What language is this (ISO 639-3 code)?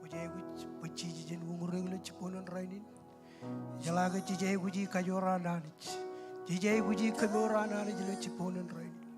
mah